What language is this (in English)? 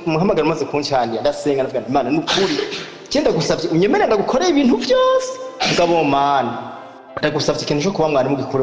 Rundi